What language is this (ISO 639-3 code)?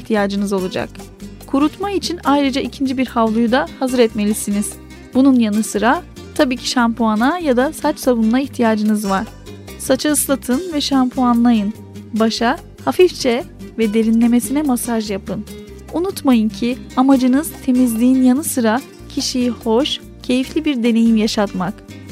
tur